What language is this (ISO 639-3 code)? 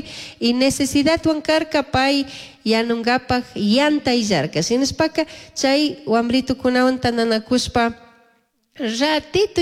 qug